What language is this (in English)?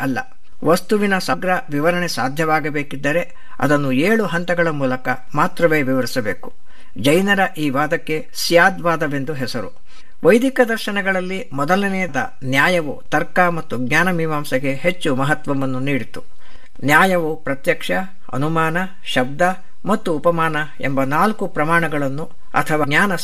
Kannada